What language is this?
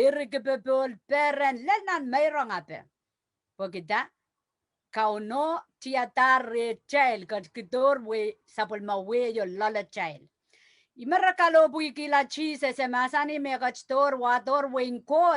Pohnpeian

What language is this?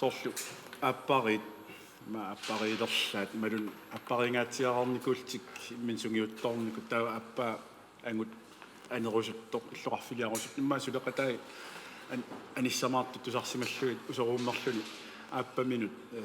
Kalaallisut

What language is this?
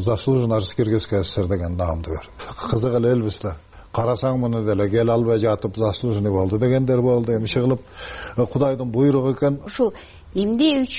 Kyrgyz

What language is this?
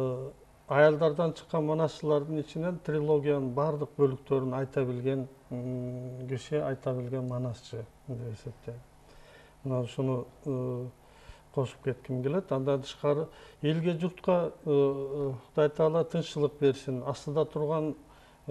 Kyrgyz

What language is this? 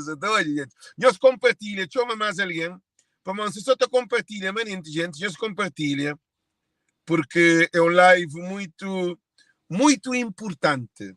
Kabuverdianu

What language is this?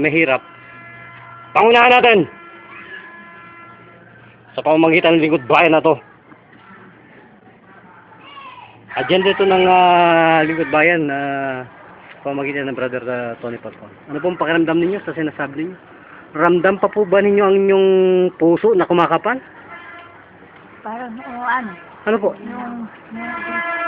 Filipino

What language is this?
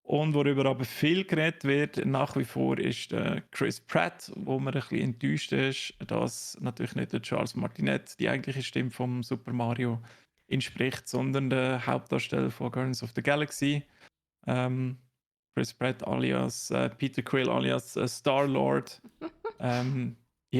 Swiss German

